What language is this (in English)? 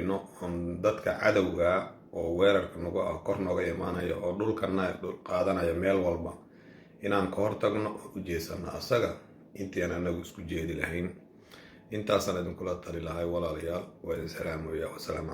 Somali